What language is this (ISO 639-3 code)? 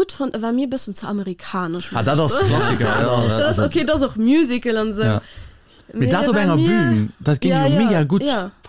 ltz